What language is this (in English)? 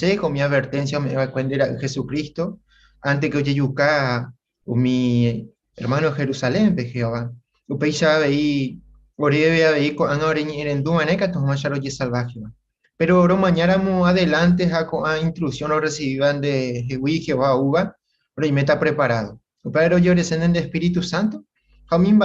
Guarani